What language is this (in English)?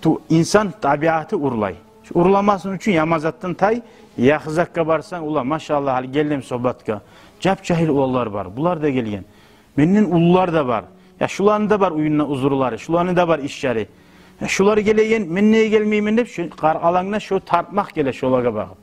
Kumyk